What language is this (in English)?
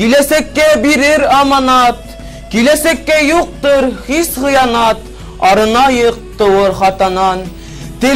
Bashkir